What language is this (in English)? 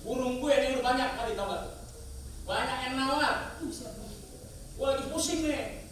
Betawi